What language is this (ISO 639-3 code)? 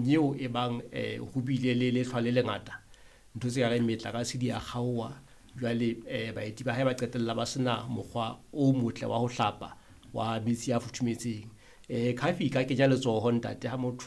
sot